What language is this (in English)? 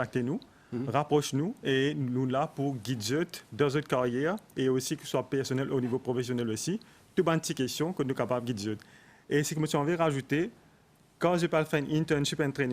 Morisyen